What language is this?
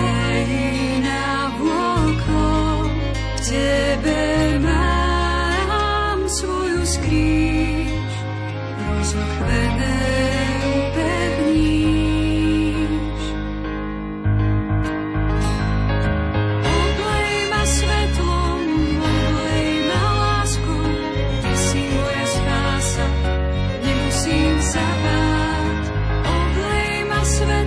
Slovak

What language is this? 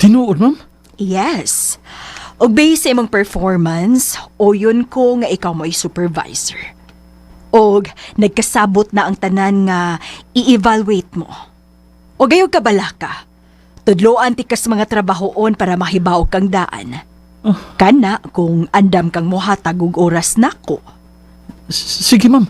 Cebuano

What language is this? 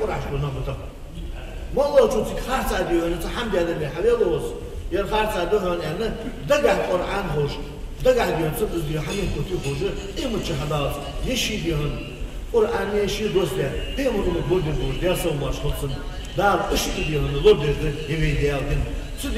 Ingush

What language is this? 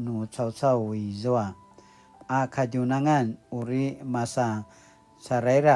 Paiwan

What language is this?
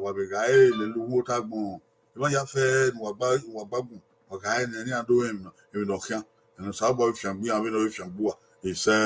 Bini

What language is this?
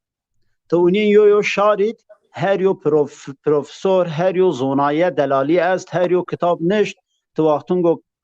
Zaza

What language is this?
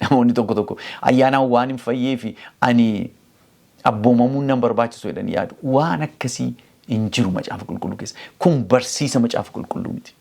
Oromo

